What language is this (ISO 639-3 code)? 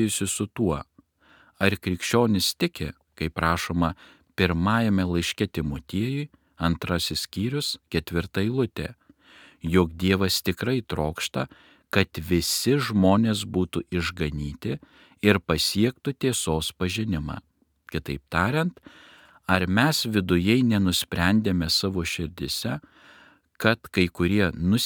lit